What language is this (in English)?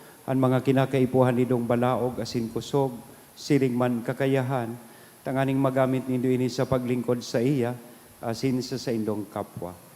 Bikol